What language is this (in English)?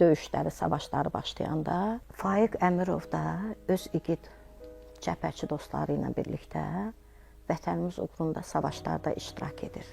Azerbaijani